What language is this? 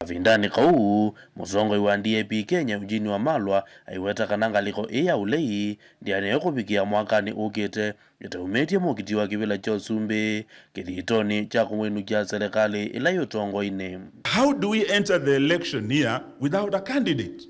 Kamba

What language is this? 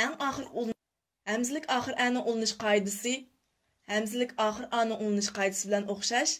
Uyghur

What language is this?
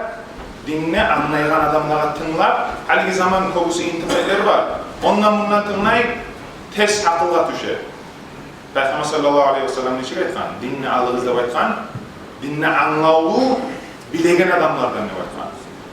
Kumyk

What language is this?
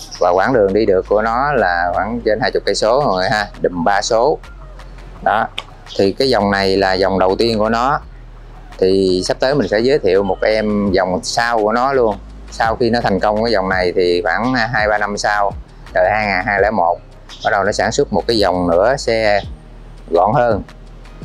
Vietnamese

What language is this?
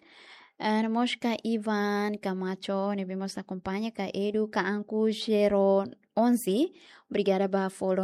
Tetum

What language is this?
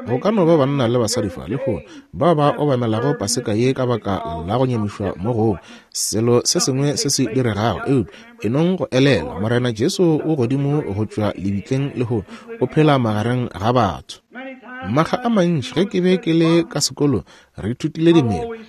Northern Sotho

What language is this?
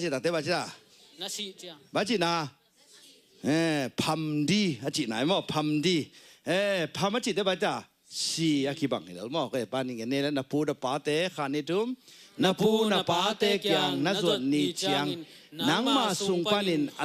Tedim Chin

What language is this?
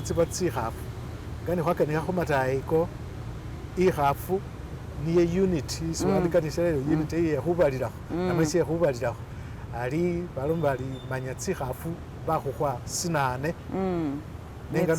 Masaaba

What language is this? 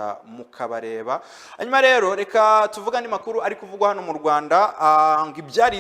Kinyarwanda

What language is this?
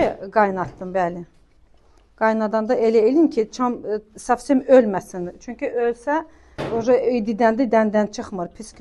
Azerbaijani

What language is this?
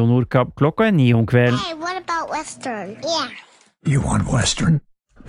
Norwegian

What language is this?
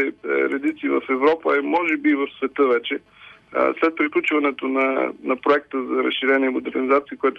Bulgarian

